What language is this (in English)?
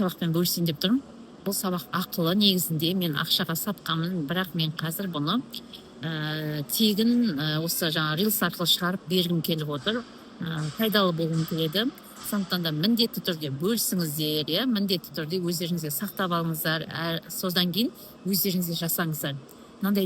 Kazakh